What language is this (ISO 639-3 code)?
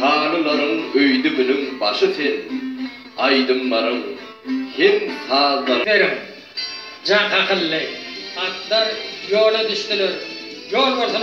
tuk